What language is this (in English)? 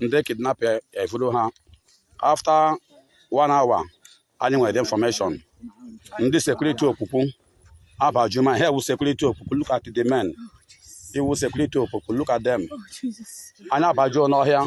Igbo